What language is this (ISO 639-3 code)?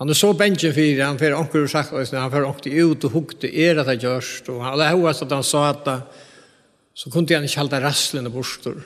fao